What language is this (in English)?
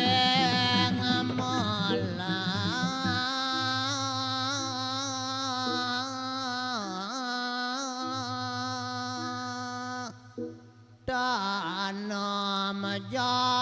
Balinese